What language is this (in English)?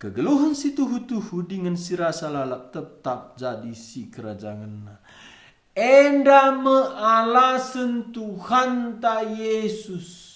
Batak Karo